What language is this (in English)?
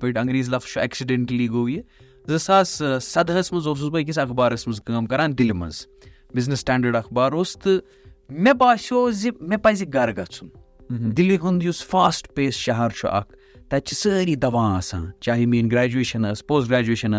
Kashmiri